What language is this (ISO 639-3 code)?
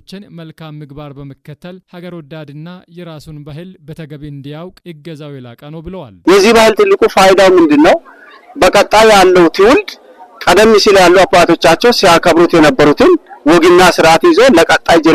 amh